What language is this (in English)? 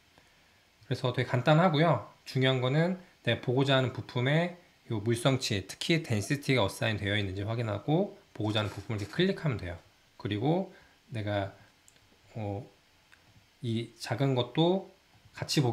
Korean